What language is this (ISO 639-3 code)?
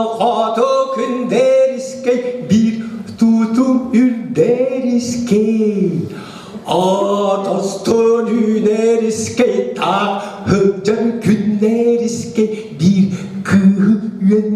sah